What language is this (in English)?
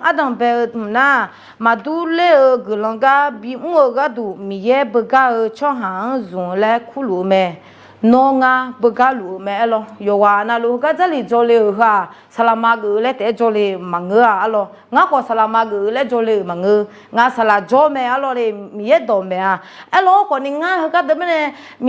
Akha